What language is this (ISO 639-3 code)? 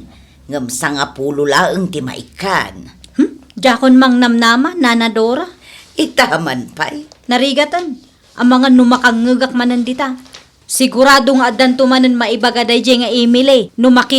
ilo